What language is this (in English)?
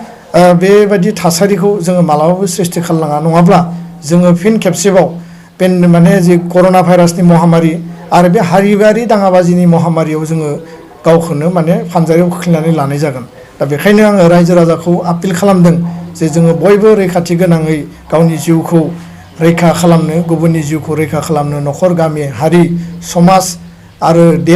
Bodo